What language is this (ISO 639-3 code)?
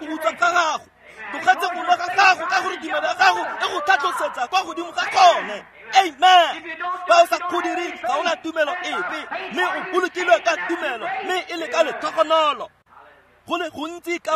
tsn